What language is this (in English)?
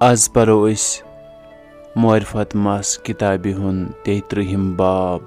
Kashmiri